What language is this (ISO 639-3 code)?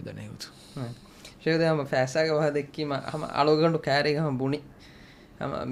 div